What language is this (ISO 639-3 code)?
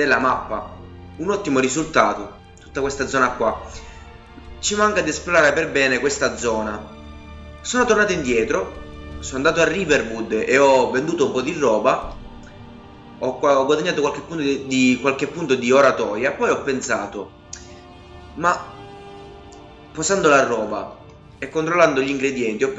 ita